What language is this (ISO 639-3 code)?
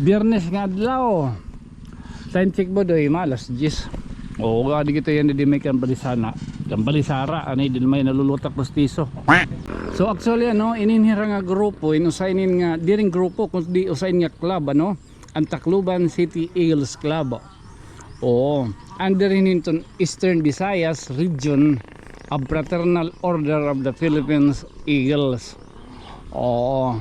war